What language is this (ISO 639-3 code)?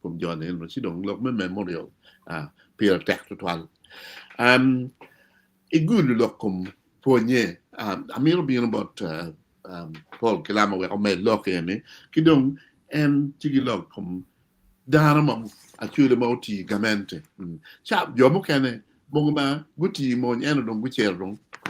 ach